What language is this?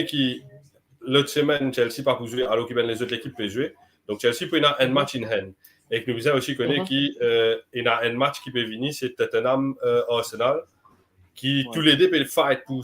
Morisyen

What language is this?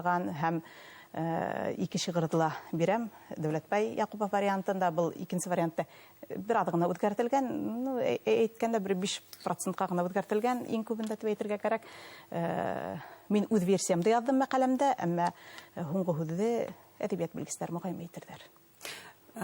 Bashkir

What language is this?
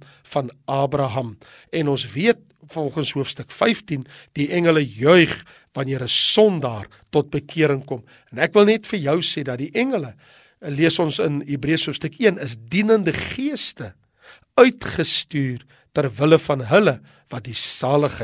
Afrikaans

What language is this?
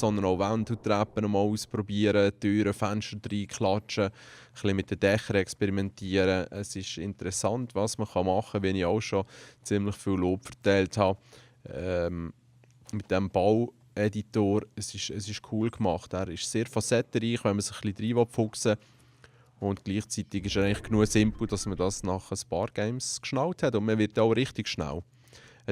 Swiss German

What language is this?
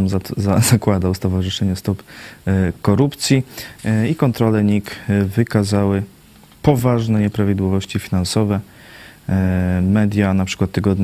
Polish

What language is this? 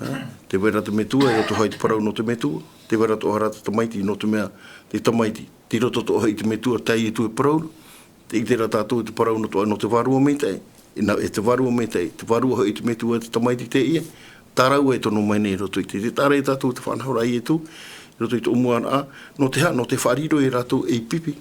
Tahitian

